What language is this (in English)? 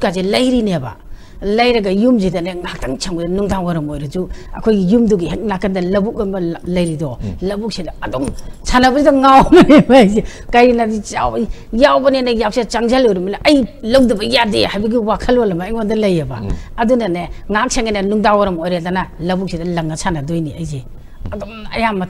Manipuri